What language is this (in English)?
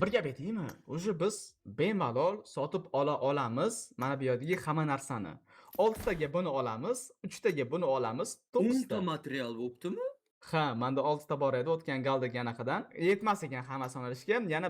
Uzbek